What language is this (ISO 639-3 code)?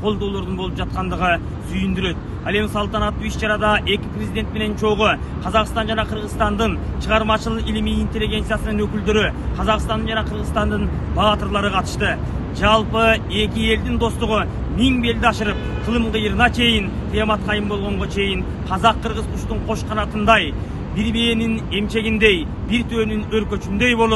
kir